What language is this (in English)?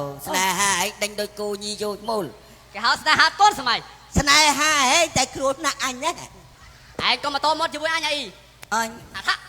Khmer